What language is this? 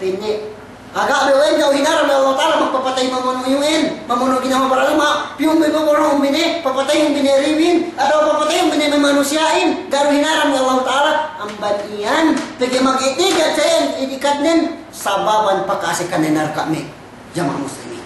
Yakan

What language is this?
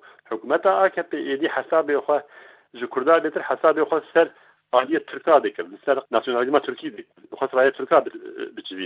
Kurdish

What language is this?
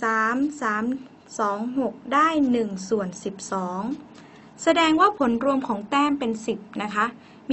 Thai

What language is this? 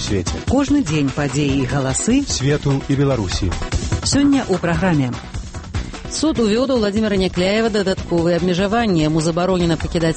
Belarusian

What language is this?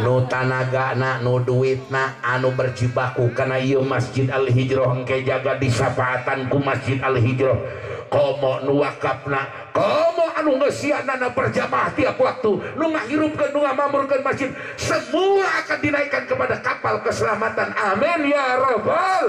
Sundanese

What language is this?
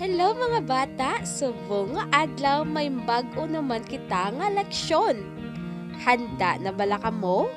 Hiligaynon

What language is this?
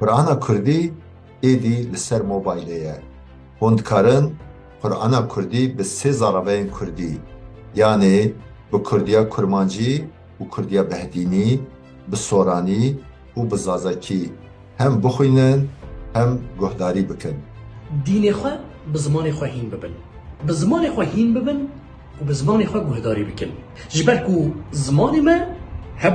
Kurdish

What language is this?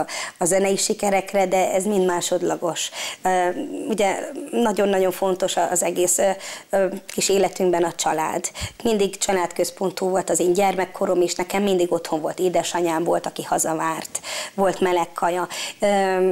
Hungarian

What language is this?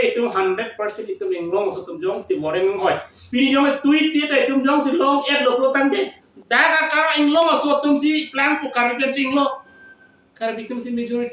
Karbi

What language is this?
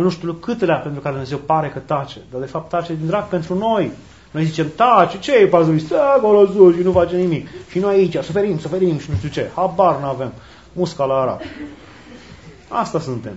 Romanian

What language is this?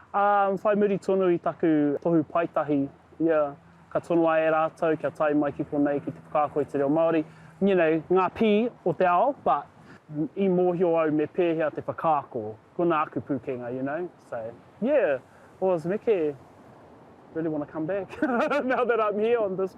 Māori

